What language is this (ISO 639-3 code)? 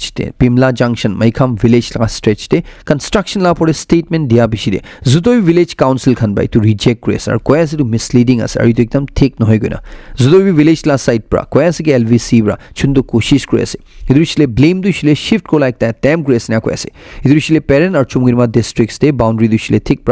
nag